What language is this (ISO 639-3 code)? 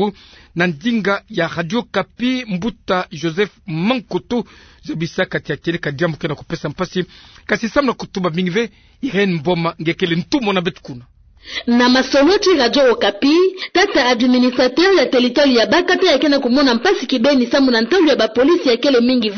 ktu